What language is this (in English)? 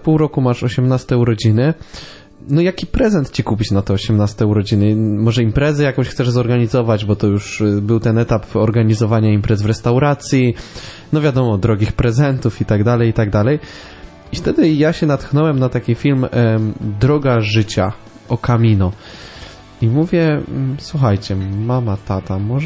Polish